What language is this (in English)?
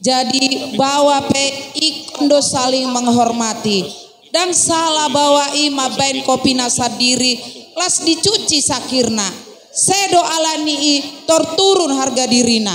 Batak Toba